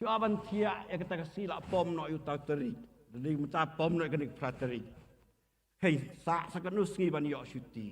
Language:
Khasi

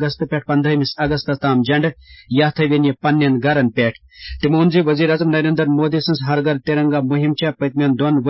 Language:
Kashmiri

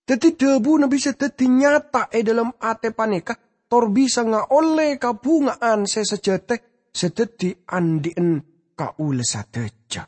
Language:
Madurese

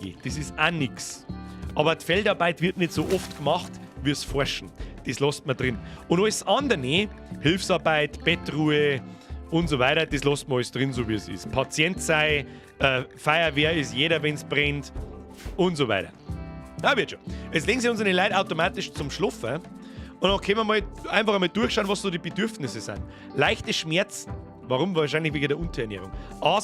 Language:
Bavarian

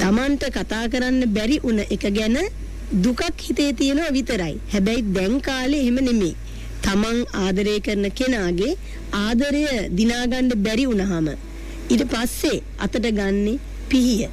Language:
Sinhala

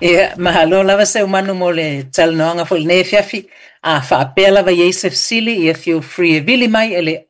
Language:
Samoan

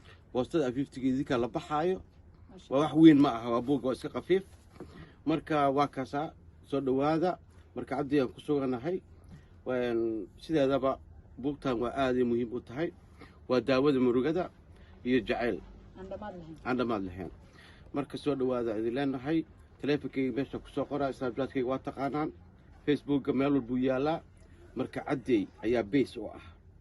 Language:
Somali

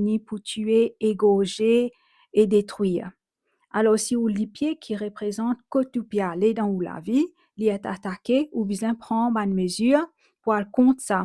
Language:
Morisyen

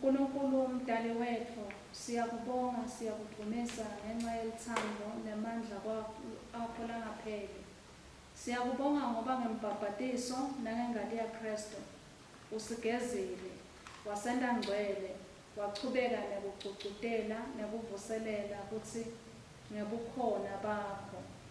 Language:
Swati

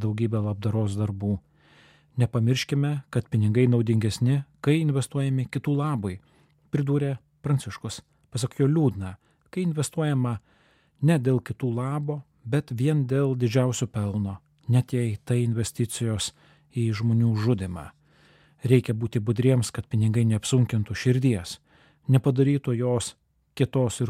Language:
Lithuanian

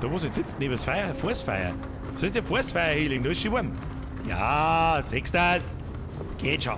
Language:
Bavarian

